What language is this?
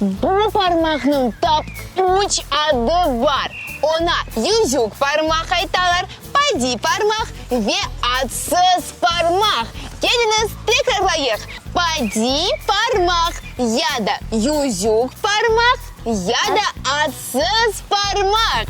Crimean Tatar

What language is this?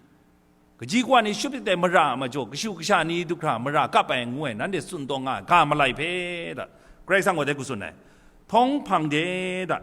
Kachin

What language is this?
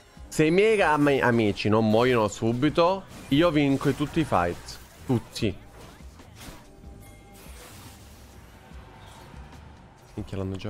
Italian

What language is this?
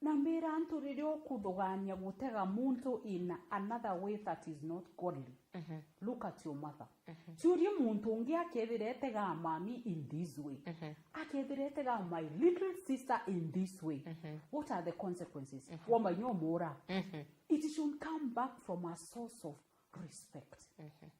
Meru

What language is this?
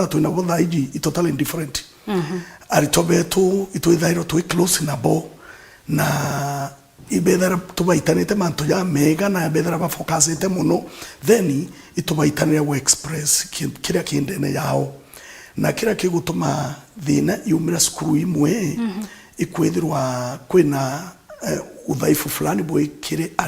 Meru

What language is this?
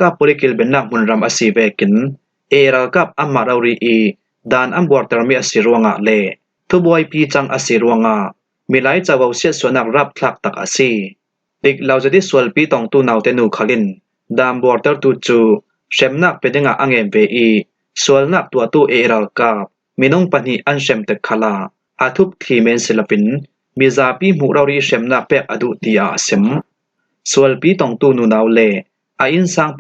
Falam Chin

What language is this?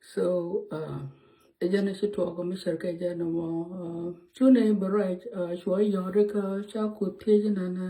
Nuer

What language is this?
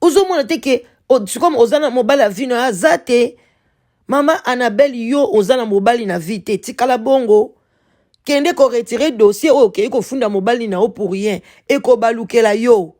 Lingala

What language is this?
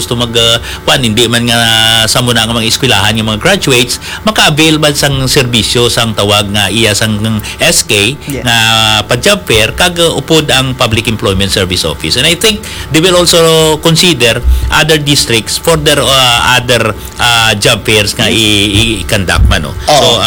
Hiligaynon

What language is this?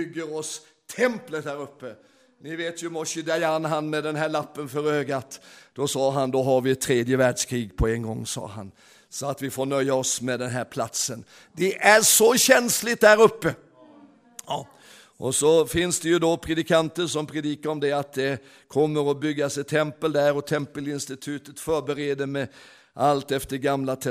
Swedish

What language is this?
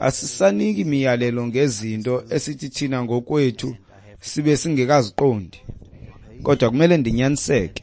Xhosa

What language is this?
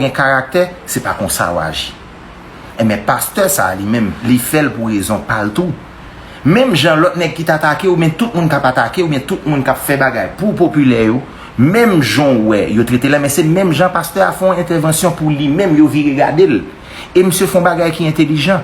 Haitian Creole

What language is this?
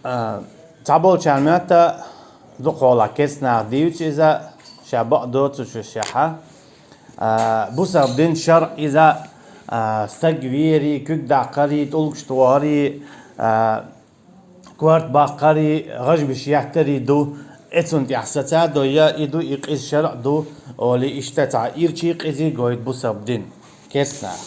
Chechen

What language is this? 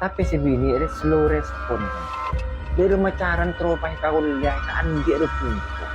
Madurese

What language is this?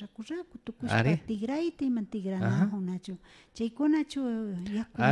Imbabura Highland Quichua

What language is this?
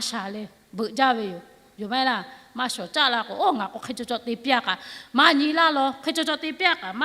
Lahu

